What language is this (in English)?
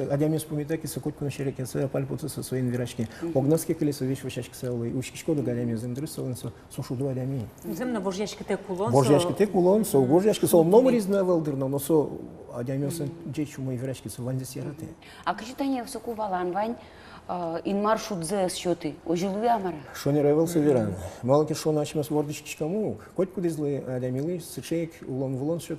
Udmurt